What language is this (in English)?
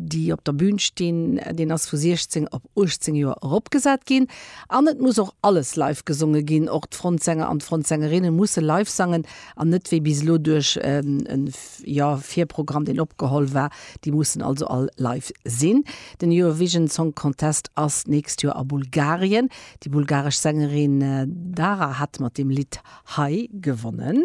Luxembourgish